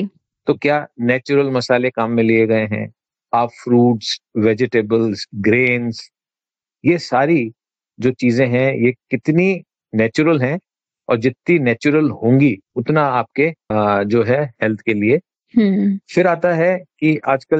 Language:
Hindi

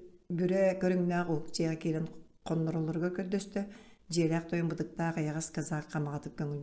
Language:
Yakut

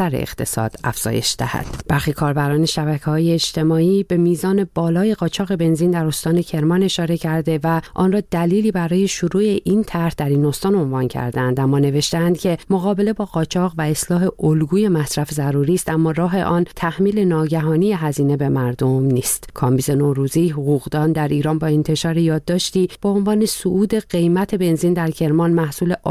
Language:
Persian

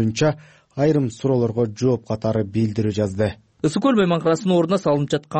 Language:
Kyrgyz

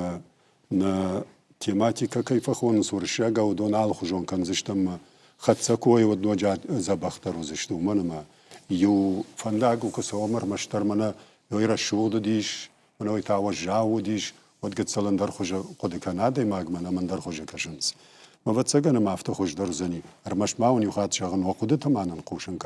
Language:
Ossetic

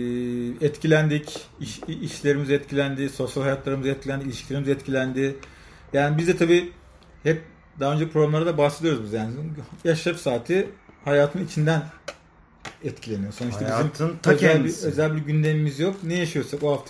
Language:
Turkish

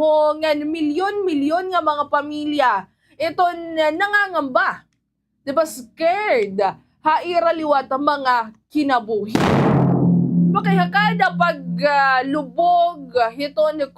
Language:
Waray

